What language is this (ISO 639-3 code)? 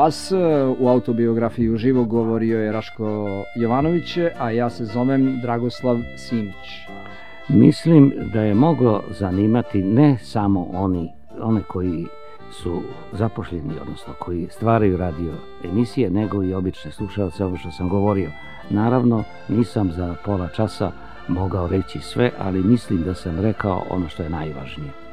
srp